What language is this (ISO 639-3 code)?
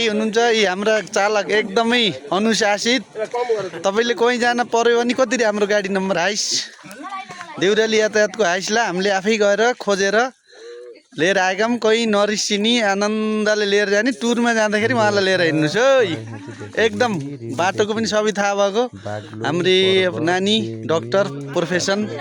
nep